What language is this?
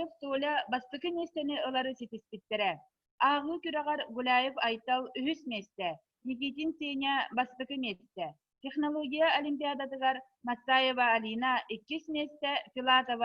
Yakut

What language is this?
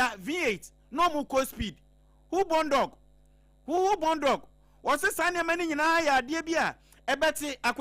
Akan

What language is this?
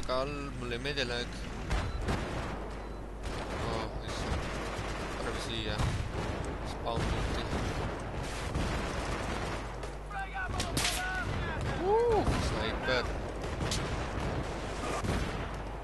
Estonian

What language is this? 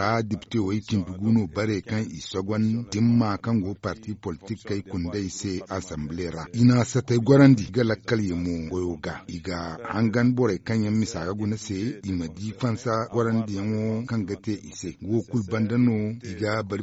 Zarma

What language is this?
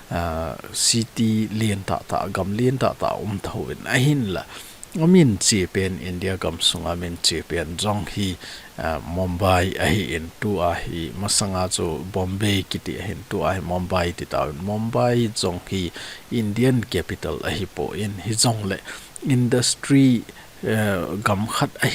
Thado Chin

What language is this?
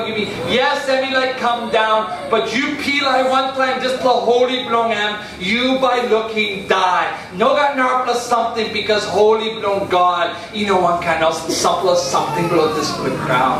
Tok Pisin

